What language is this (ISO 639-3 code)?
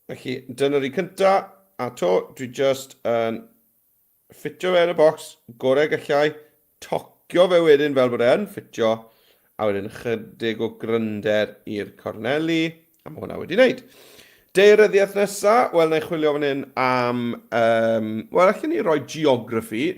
cym